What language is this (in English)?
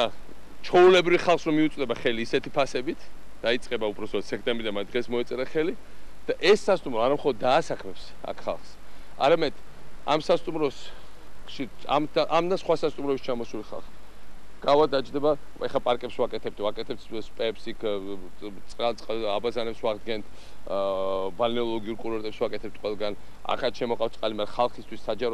Georgian